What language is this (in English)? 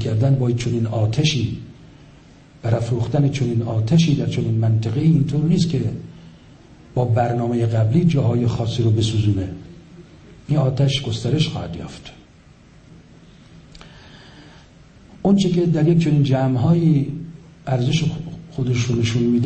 Persian